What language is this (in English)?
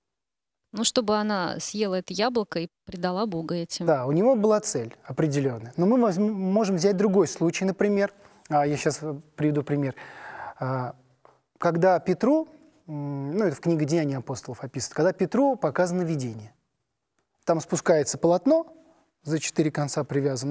Russian